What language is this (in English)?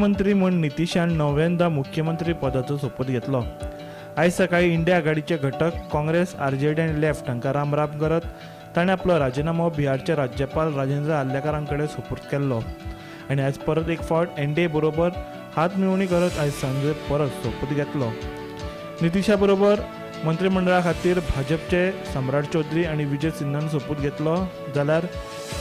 Konkani